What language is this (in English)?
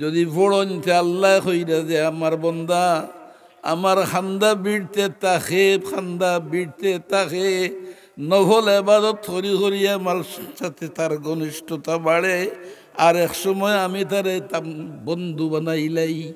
Sylheti